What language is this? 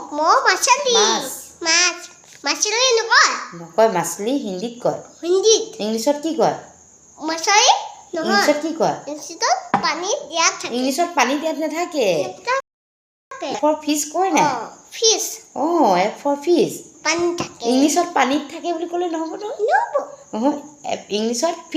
Assamese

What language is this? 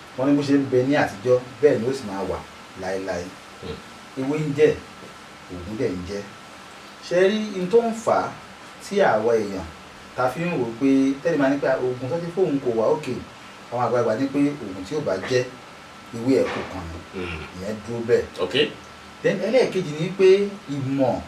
Yoruba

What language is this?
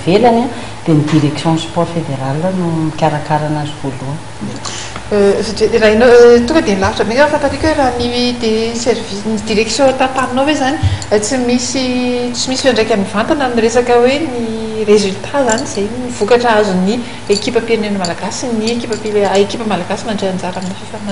Malagasy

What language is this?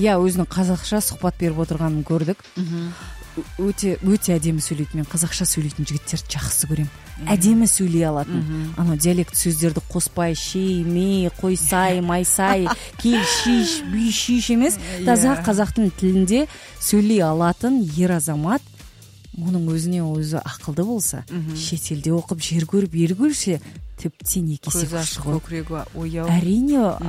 Kazakh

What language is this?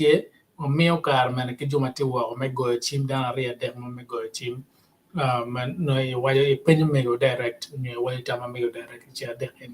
Acoli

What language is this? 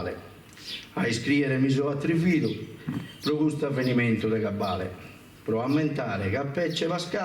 Sardinian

